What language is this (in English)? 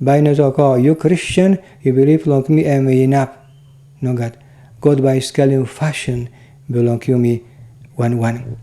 Tok Pisin